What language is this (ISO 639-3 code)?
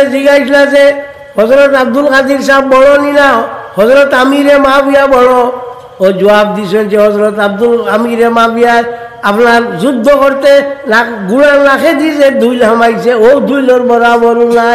syl